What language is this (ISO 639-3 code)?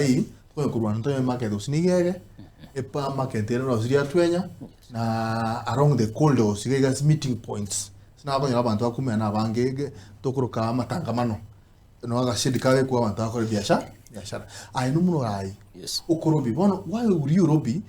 guz